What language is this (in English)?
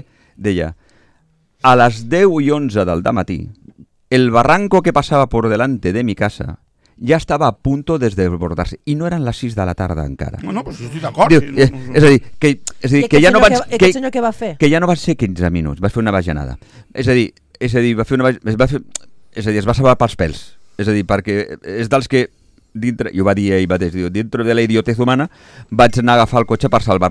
Catalan